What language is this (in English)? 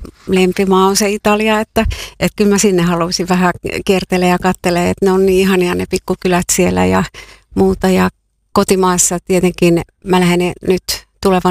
Finnish